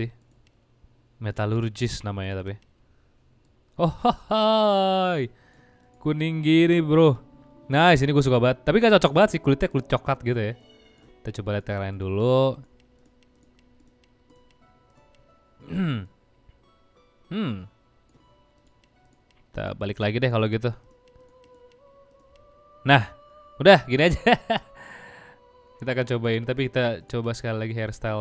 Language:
Indonesian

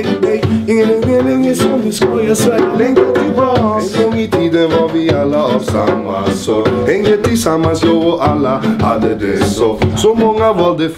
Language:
Swedish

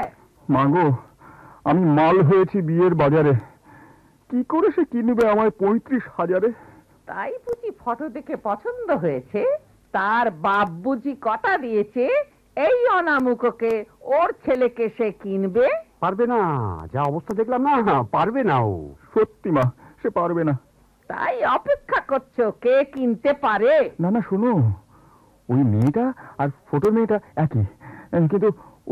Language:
Bangla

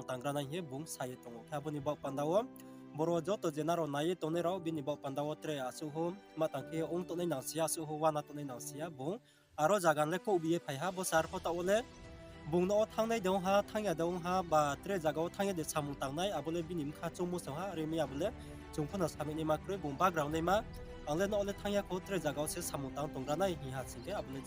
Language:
Riang (India)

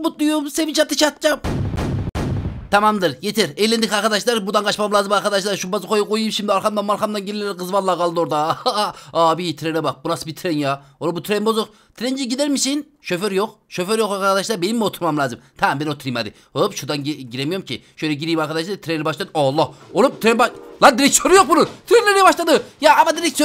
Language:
Turkish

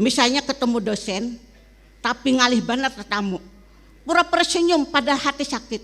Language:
Banjar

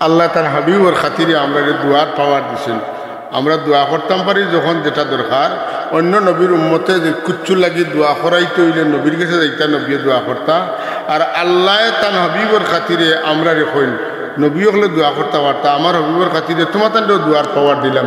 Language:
Sylheti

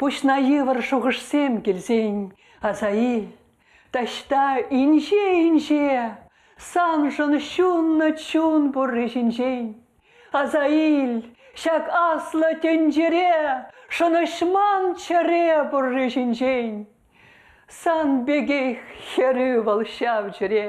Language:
Chuvash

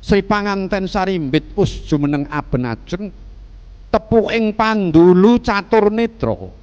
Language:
Javanese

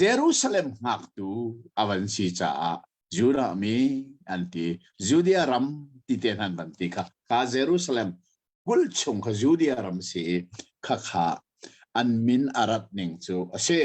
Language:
Hakha Chin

